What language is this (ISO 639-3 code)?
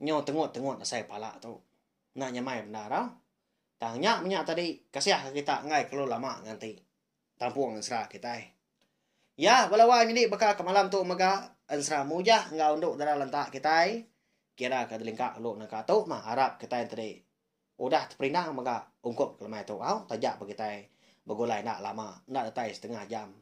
iba